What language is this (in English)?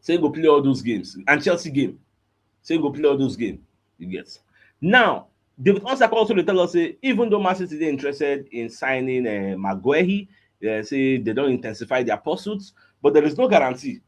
Nigerian Pidgin